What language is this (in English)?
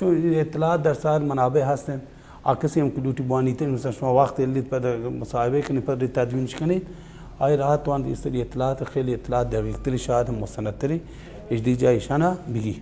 Baluchi